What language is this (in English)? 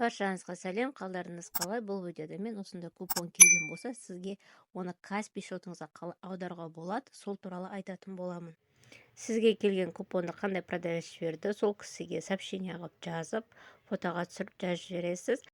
Kazakh